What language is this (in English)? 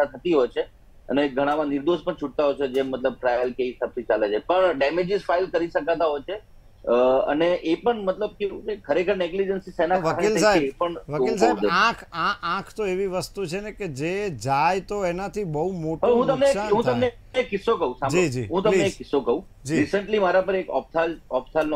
Gujarati